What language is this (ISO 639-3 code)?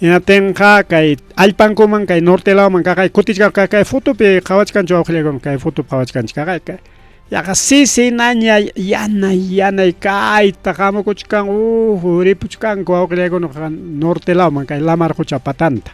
quy